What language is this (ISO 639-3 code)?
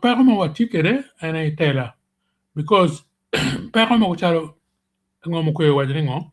ach